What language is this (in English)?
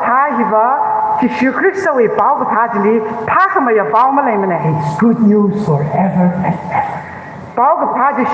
Tangkhul Naga (India)